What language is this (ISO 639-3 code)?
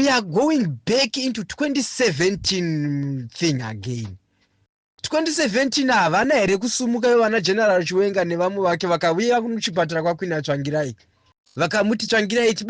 sna